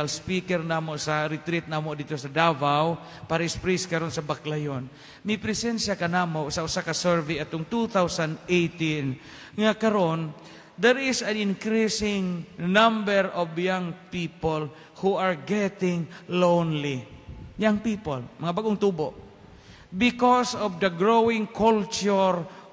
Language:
Cebuano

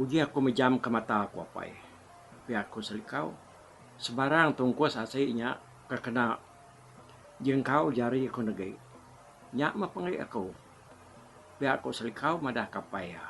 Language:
Iban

